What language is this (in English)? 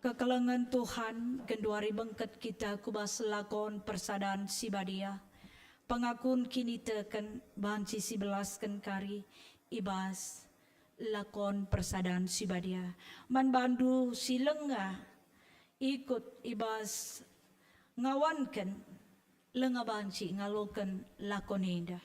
Batak Karo